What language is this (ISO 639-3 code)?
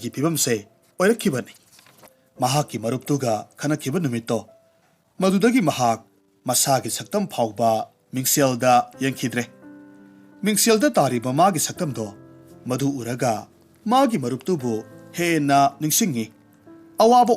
mni